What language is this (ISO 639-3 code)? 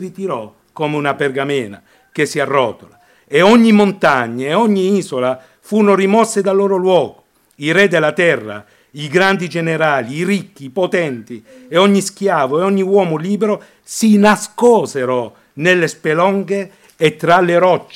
ita